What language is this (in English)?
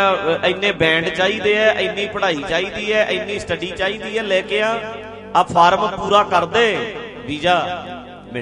Punjabi